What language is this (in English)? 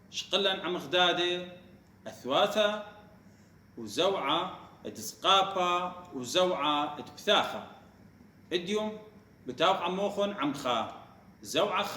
Assyrian Neo-Aramaic